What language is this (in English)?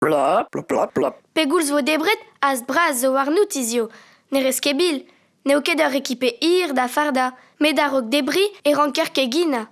Breton